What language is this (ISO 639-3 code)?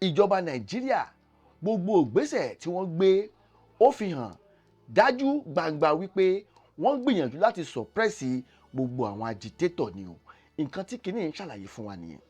yor